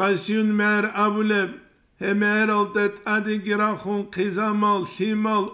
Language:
Avaric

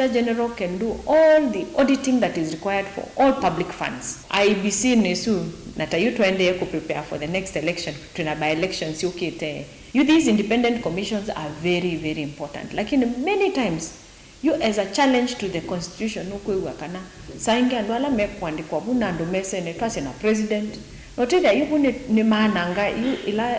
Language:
Kamba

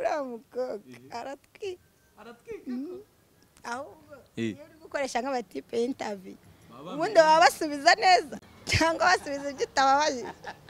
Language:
Kinyarwanda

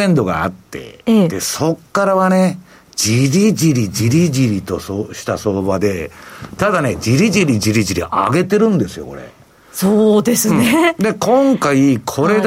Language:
Japanese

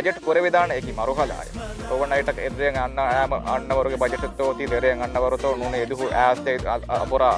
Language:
Divehi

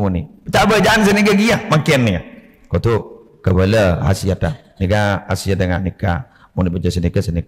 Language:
Madurese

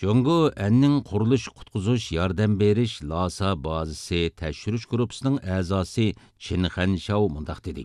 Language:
Uyghur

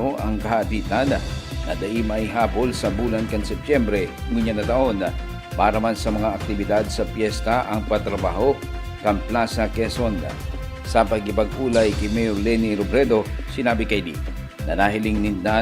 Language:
Bikol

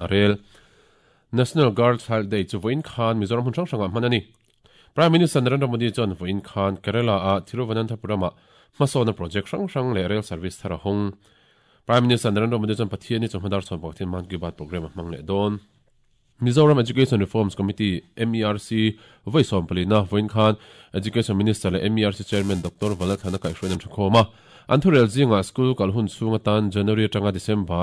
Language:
Mizo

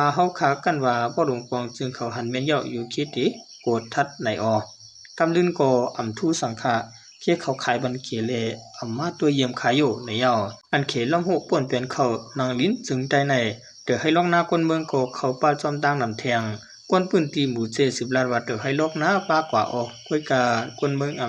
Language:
Shan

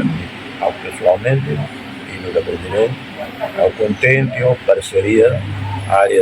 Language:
Tetum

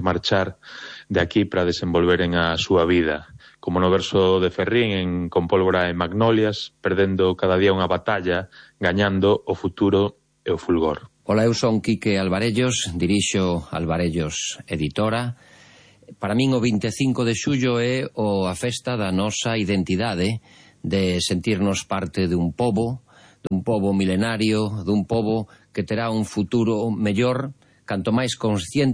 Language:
Galician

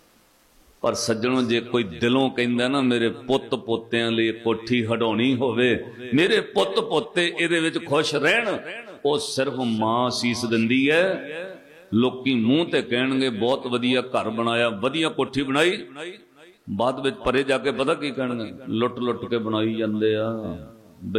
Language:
Punjabi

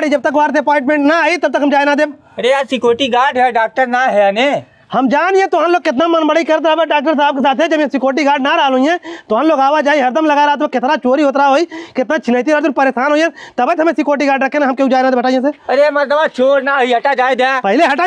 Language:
Bhojpuri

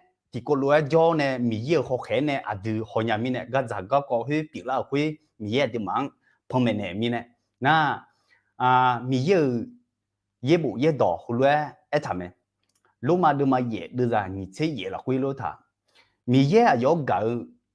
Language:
Akha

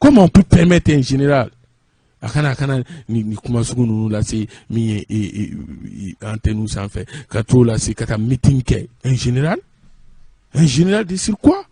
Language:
Bambara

